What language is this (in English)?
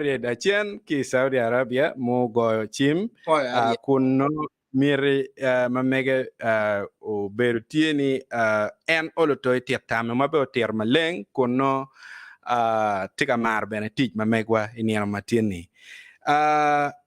Acoli